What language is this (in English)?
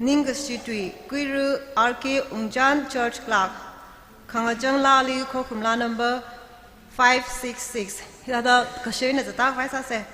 Tangkhul Naga (India)